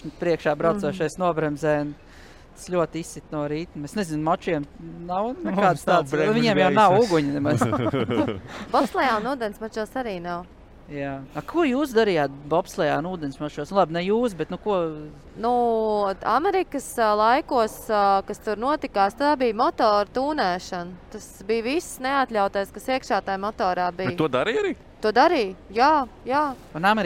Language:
Latvian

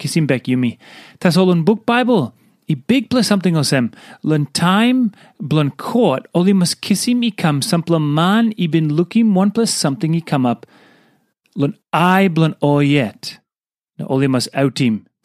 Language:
Tok Pisin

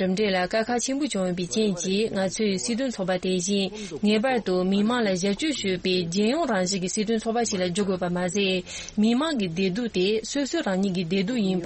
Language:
Tibetan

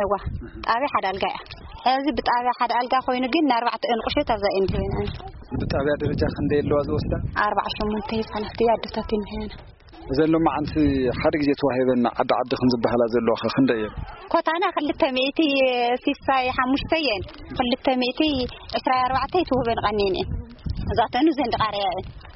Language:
Tigrinya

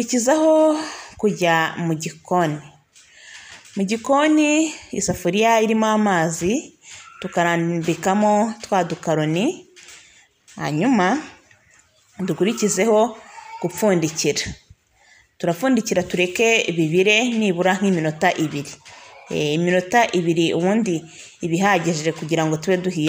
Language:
Kinyarwanda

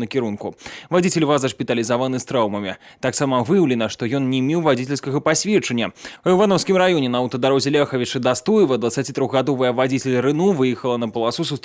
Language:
Belarusian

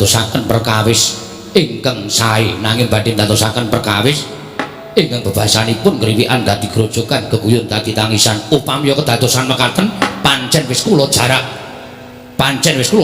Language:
Javanese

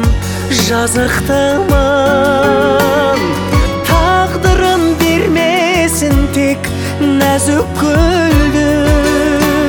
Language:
Kazakh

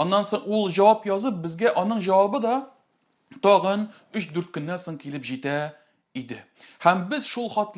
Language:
Tatar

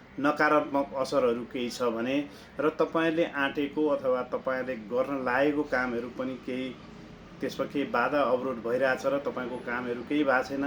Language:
Nepali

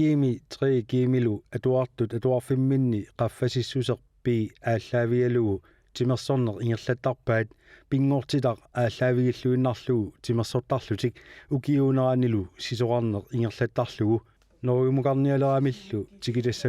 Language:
Kalaallisut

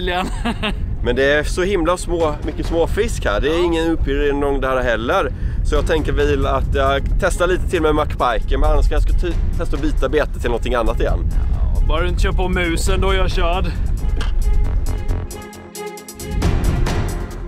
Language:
Swedish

